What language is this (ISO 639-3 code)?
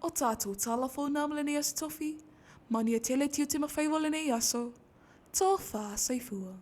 smo